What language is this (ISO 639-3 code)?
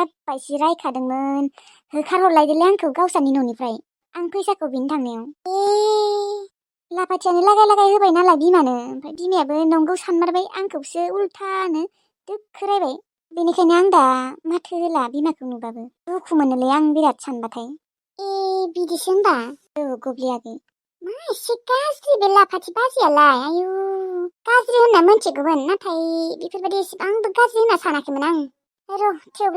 brx